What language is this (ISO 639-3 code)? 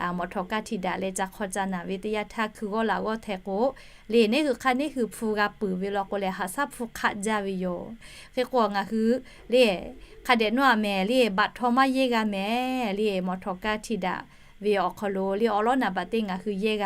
lhu